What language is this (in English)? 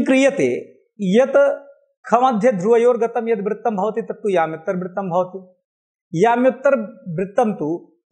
Sanskrit